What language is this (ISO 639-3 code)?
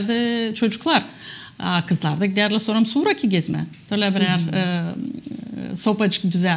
gag